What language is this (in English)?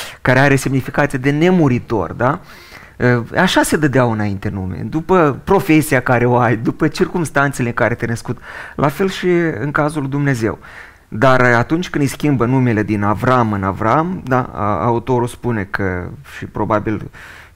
Romanian